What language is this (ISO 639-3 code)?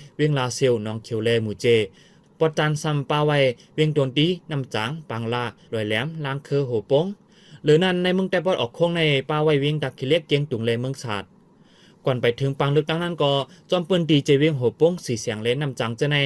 shn